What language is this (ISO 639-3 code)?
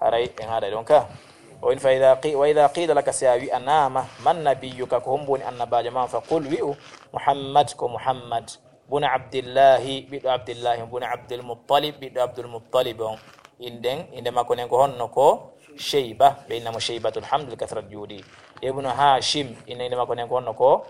ful